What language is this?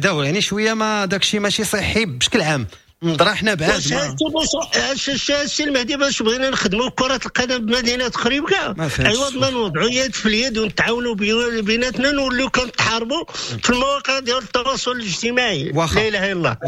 Moroccan Arabic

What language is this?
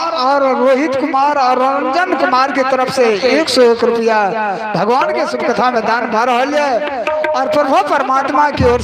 Maithili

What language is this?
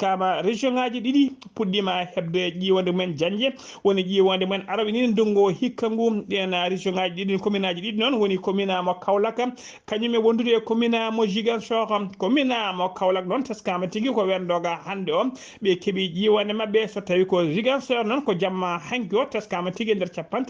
Fula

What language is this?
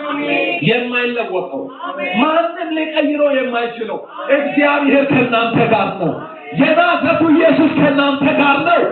Amharic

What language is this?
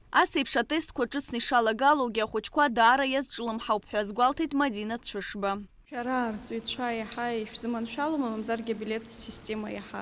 Abkhazian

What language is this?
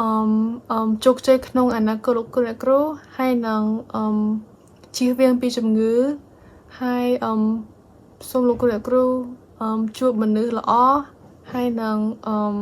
Khmer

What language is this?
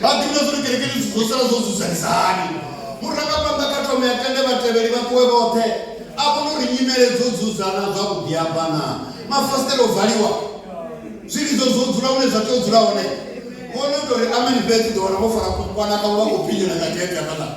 Venda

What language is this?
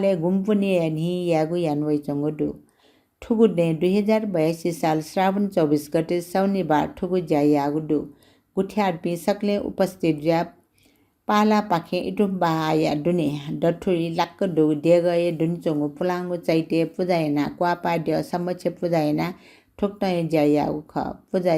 Newari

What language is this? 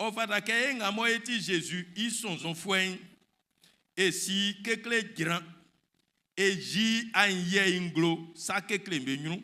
Baoulé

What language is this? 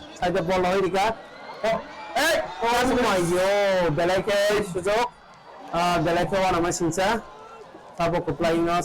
Kok Borok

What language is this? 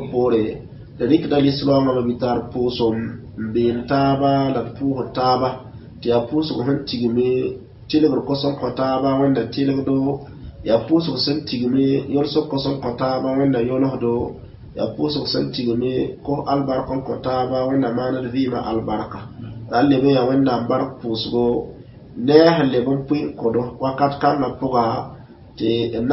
Mossi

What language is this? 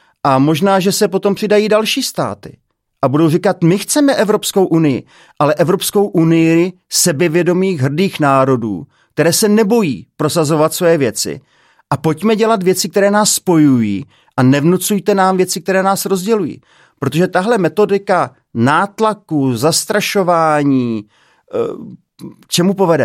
Czech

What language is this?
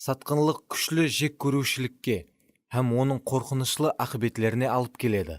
Kara-Kalpak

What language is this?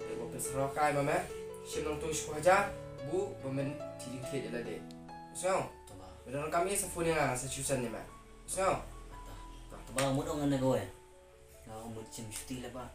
Khasi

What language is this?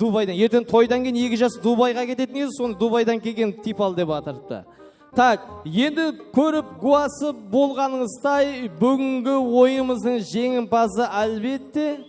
Kara-Kalpak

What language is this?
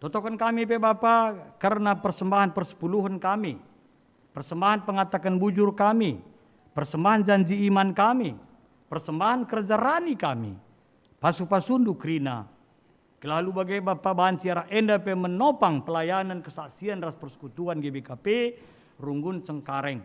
Batak Karo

